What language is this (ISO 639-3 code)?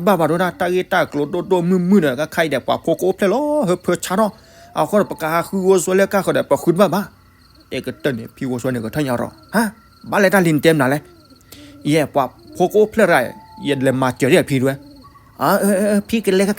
ksw